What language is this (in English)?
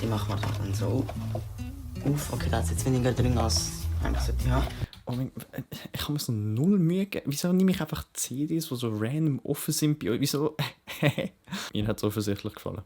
Swiss German